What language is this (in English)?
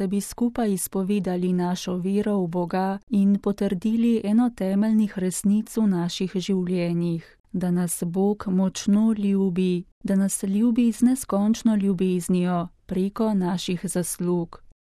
Slovenian